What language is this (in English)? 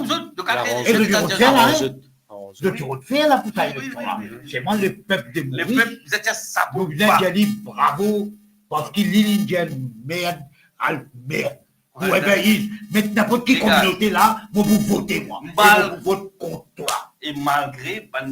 Morisyen